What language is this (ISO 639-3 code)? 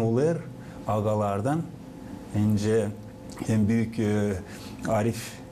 gag